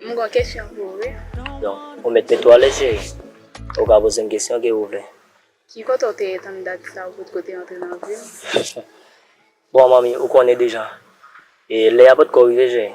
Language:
Haitian Creole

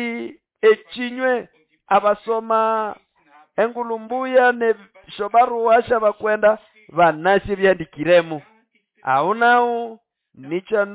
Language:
Nande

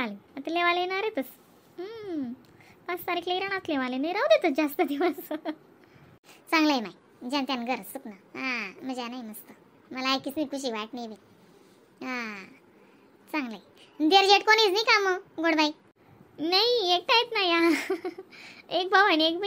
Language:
Khandesi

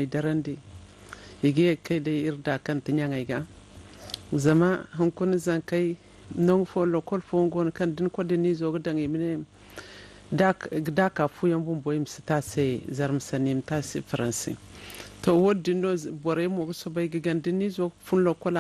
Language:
Zarma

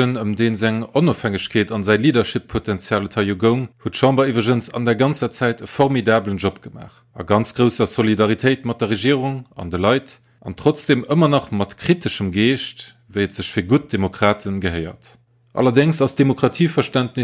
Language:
Luxembourgish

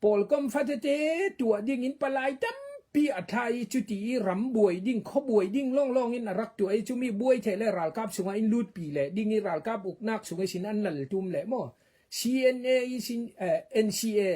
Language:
Falam Chin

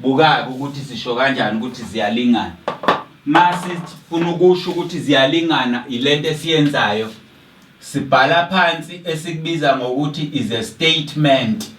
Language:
Zulu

